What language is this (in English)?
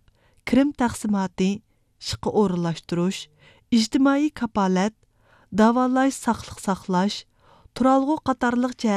Uyghur